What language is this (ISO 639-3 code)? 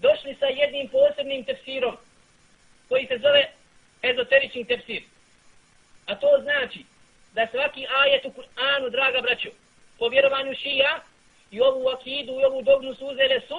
bos